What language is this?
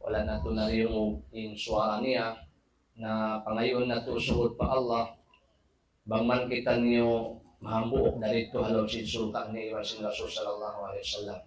Tausug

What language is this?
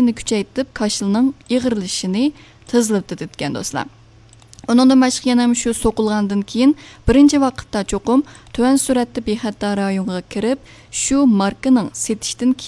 Uyghur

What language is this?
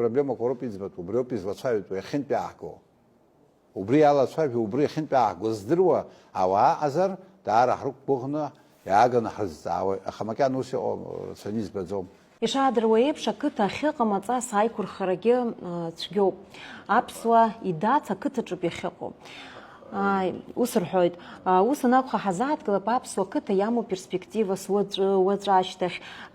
Abkhazian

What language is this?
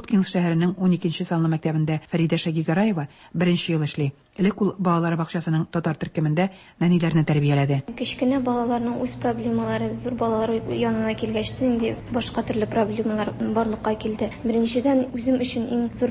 Tatar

